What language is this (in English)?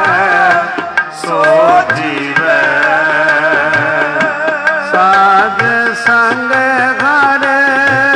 Punjabi